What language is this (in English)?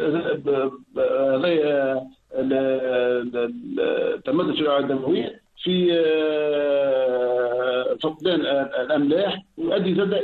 Tunisian Arabic